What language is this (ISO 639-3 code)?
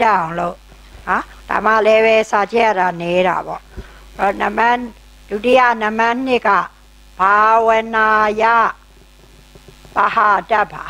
mya